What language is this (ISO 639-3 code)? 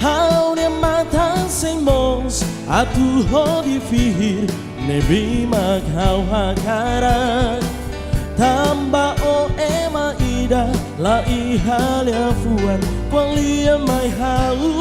tet